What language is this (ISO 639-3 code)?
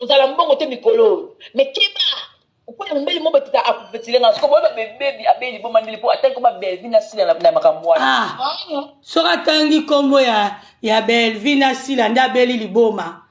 lin